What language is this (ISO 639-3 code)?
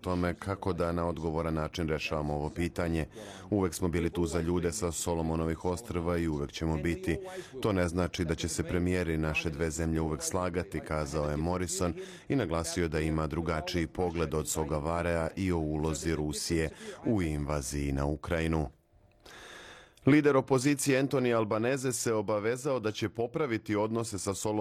srp